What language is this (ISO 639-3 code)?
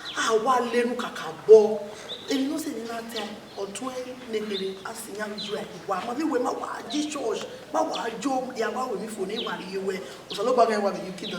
bin